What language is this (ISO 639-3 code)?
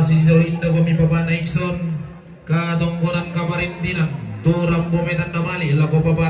sda